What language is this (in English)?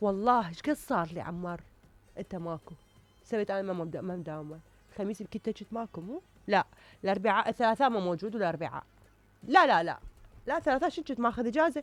Mesopotamian Arabic